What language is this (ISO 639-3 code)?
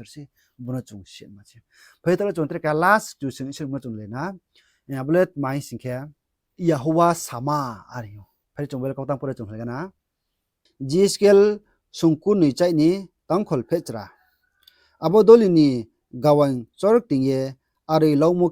ria